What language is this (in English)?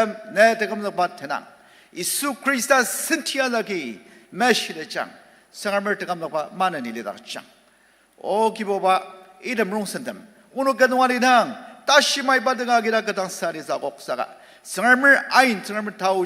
Ao Naga